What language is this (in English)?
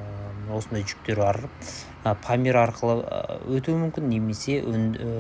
Kazakh